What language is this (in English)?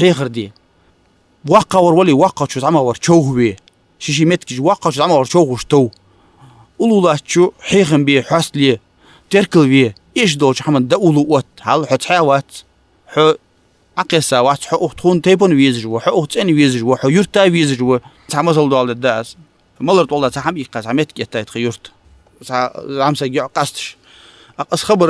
Ingush